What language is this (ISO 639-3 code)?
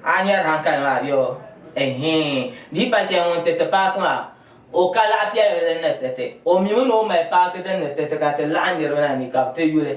dag